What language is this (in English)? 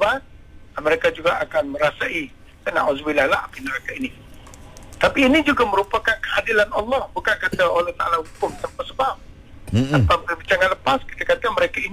Malay